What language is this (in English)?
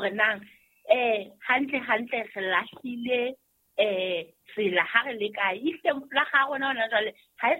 Southern Sotho